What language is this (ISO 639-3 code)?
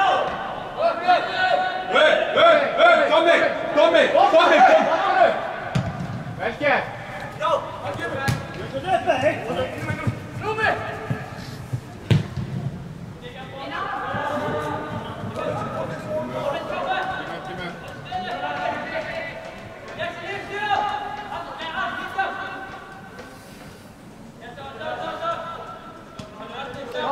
isl